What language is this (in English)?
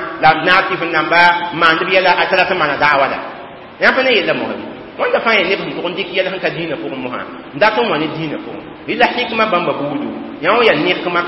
Mossi